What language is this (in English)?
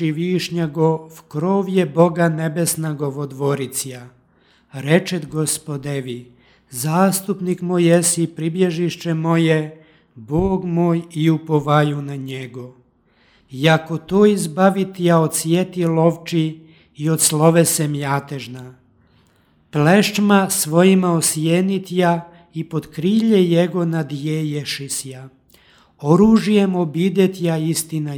Serbian